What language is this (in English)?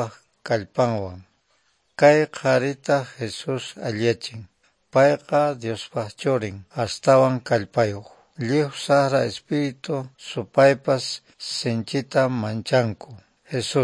Quechua